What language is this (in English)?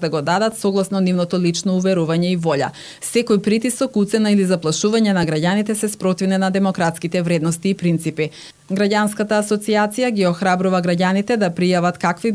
Macedonian